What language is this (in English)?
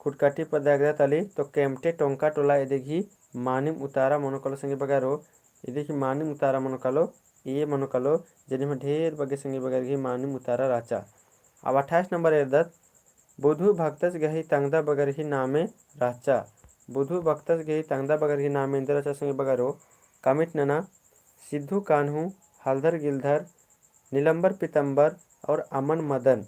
Kurukh